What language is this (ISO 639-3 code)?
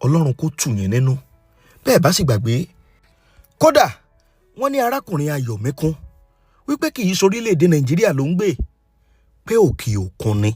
yor